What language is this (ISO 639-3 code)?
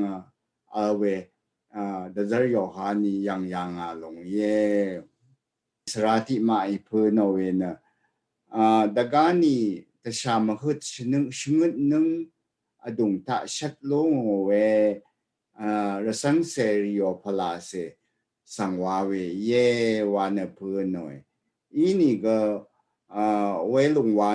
raw